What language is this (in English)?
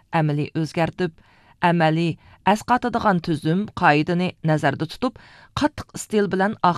Uyghur